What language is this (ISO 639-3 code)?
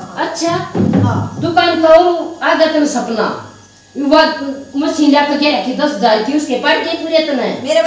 bgc